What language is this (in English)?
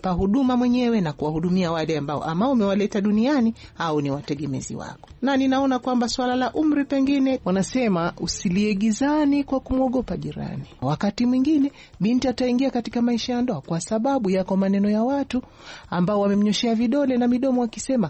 Swahili